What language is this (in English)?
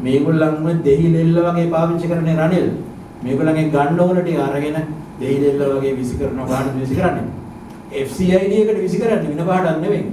Sinhala